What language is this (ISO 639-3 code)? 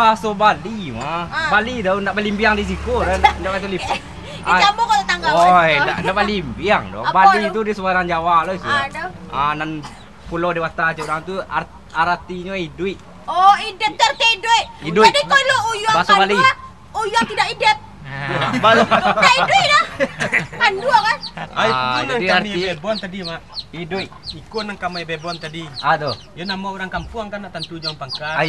min